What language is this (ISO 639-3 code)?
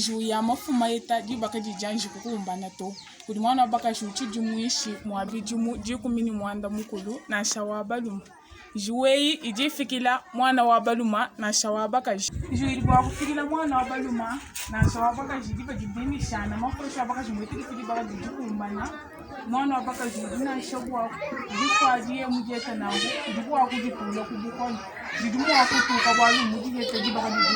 lua